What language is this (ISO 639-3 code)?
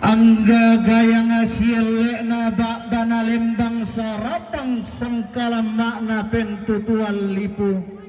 sda